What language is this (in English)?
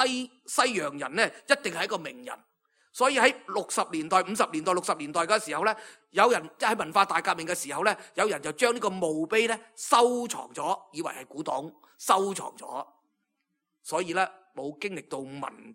Cantonese